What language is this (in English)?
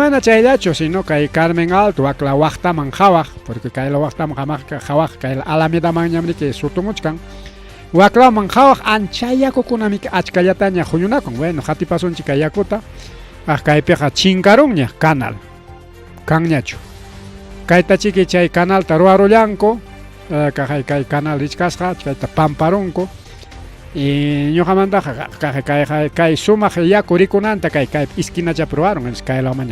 Ayacucho Quechua